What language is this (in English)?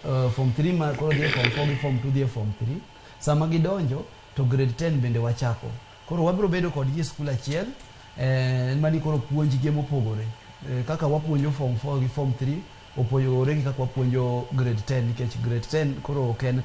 Luo (Kenya and Tanzania)